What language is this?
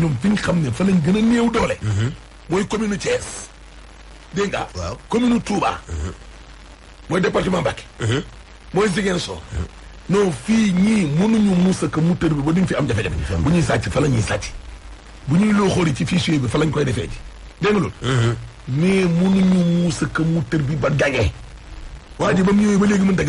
Wolof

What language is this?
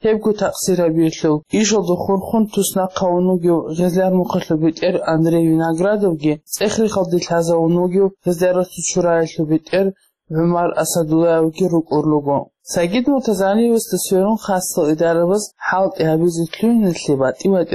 Avaric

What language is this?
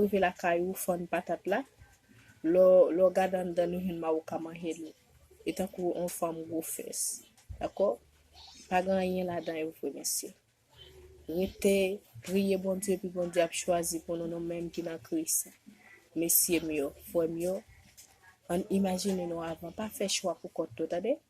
Haitian Creole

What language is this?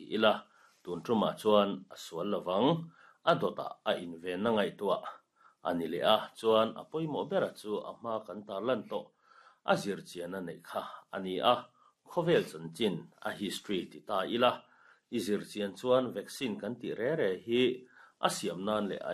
Mizo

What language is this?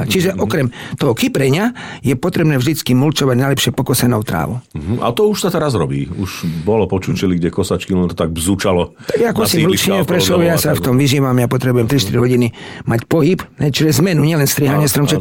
Slovak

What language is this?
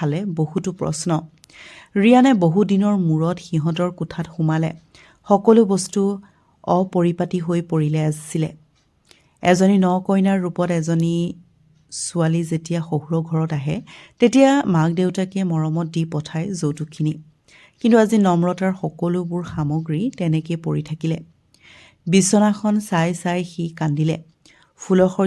Assamese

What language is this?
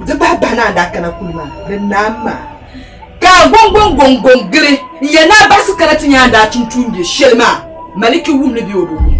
Dagbani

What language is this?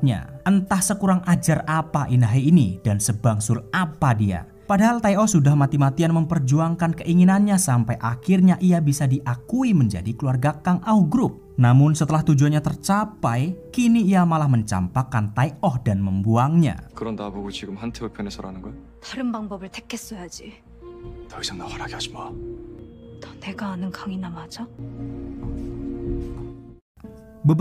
Indonesian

